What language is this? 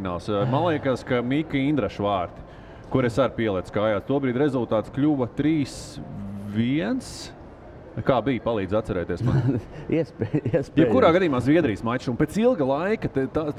Latvian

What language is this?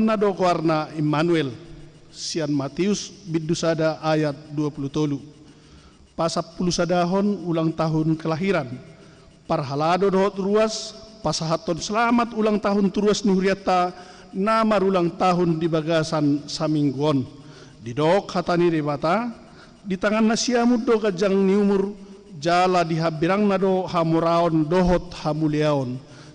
Batak Toba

